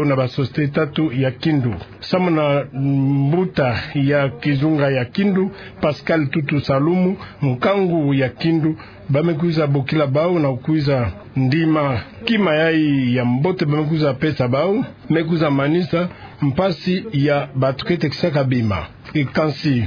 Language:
Kituba (Democratic Republic of Congo)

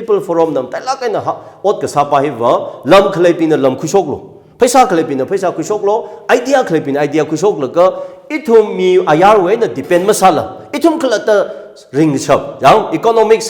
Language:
Tangkhul Naga (India)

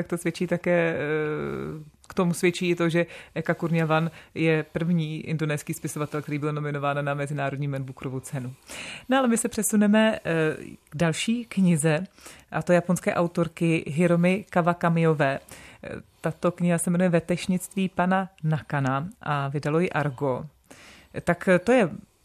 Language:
Czech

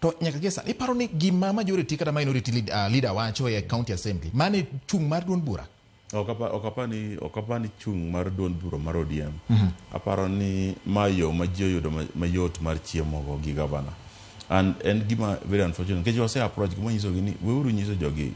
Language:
Luo (Kenya and Tanzania)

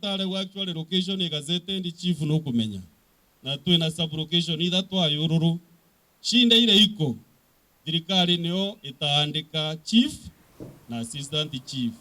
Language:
Meru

